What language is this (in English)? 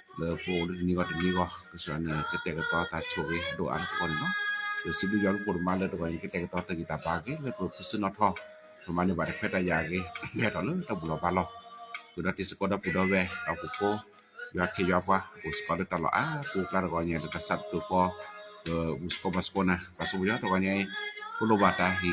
S'gaw Karen